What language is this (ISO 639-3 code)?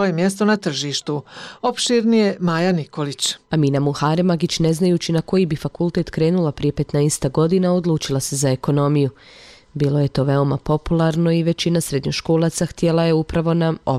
bos